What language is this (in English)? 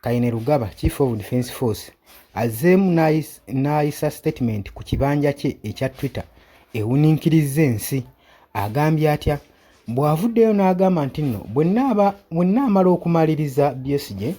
Ganda